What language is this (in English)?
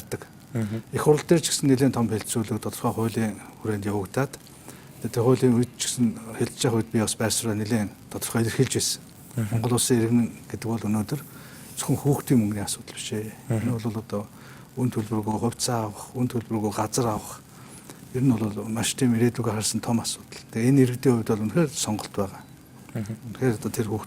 Mongolian